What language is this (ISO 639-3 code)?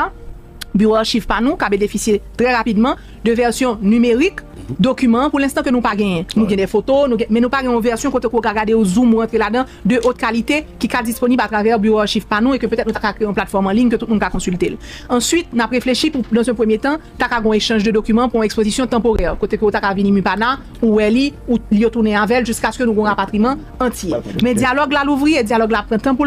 hat